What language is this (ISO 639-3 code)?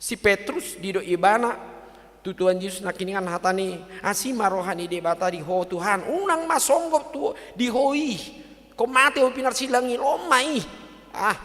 bbc